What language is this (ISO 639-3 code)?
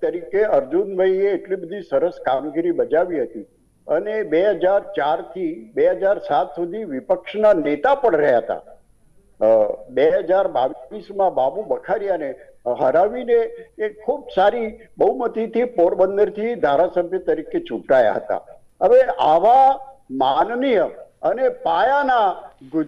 guj